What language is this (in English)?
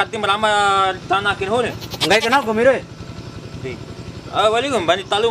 Bima